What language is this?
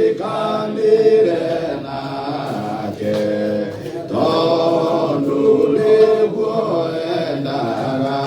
Kikuyu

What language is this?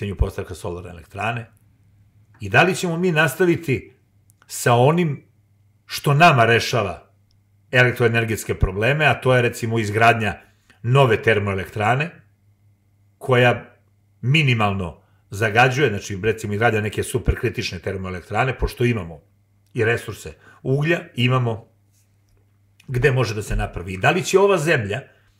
Serbian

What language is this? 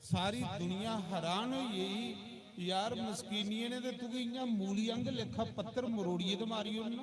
Dogri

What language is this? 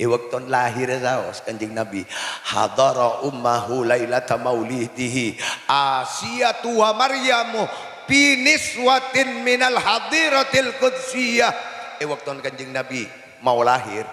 Madurese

